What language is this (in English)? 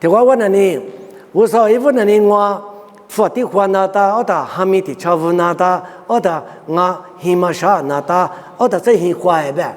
Lisu